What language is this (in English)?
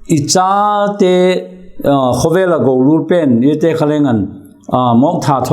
Vaiphei